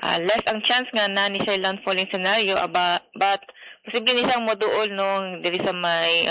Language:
Cebuano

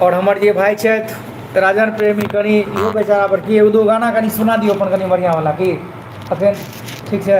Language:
Maithili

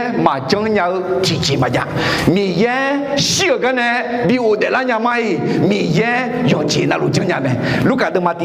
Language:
Akha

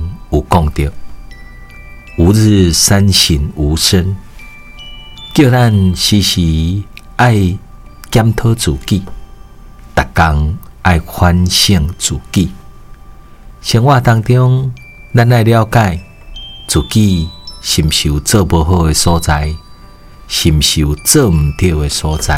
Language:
Min Nan Chinese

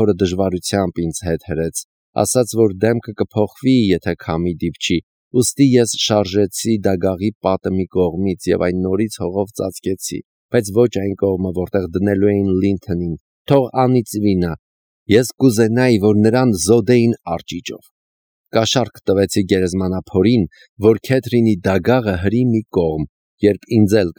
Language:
Armenian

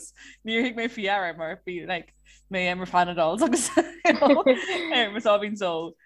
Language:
Irish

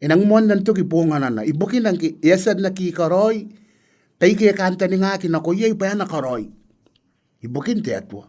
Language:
Gilbertese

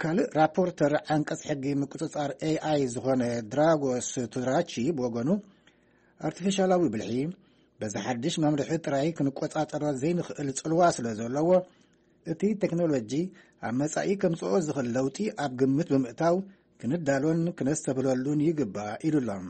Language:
Tigrinya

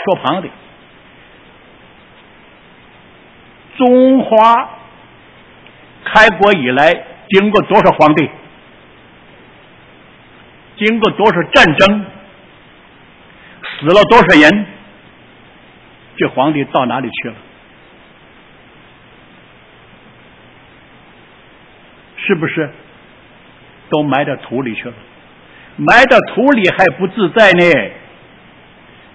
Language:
Chinese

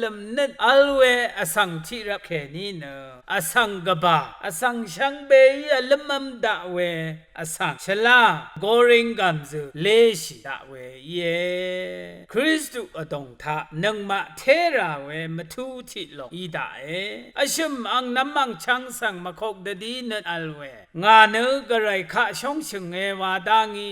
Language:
Rawang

